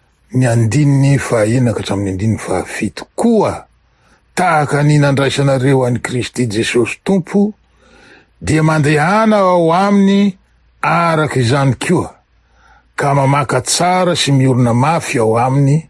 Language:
Malagasy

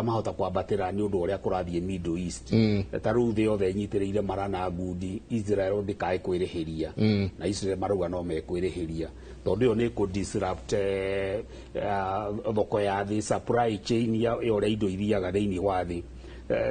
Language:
Kikuyu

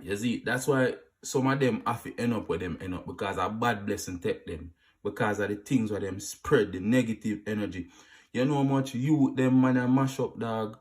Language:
Jamaican Creole English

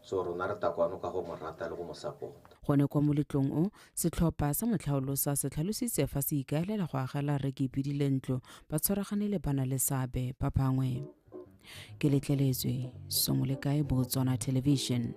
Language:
Tswana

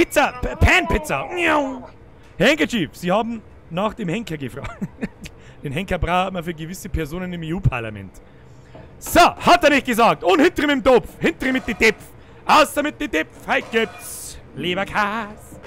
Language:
Bavarian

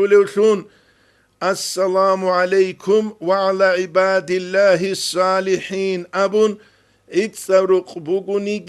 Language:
Avaric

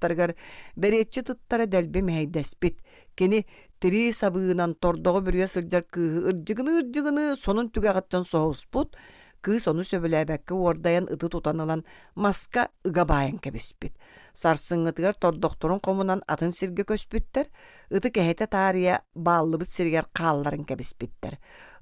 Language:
Yakut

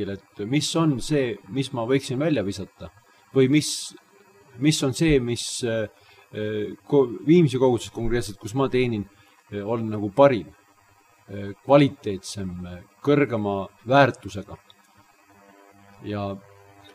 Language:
Estonian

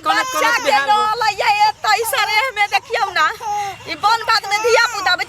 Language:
Maithili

